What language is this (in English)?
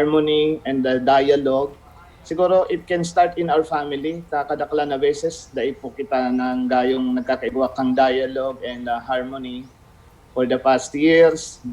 Bikol